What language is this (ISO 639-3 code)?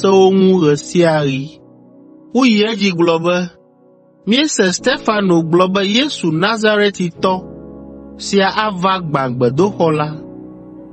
ewe